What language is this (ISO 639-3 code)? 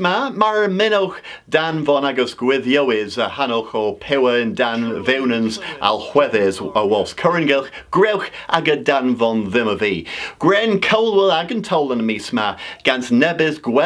cor